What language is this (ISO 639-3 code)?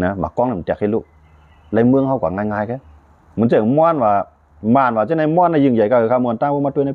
shn